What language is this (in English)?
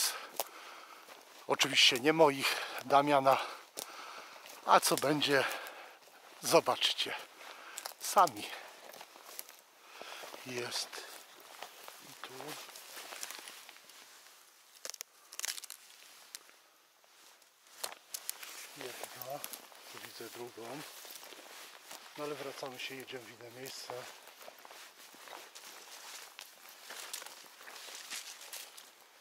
Polish